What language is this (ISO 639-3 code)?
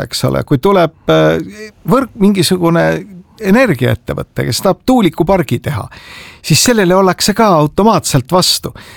est